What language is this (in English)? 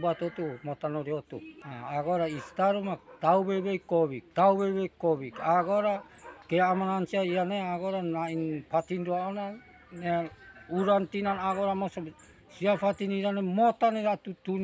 Tetum